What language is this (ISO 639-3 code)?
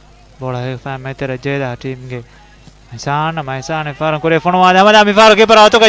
div